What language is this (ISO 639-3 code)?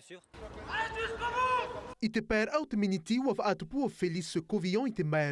tah